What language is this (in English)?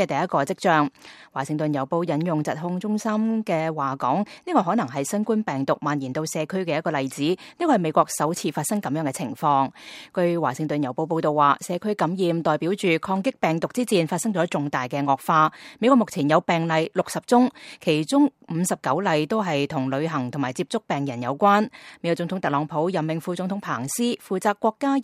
Cantonese